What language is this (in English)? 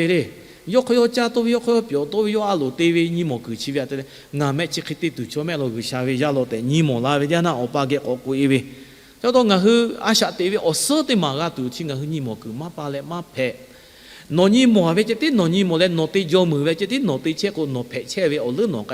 Lahu